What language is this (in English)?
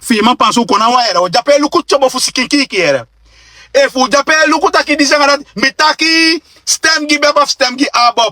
Sranan Tongo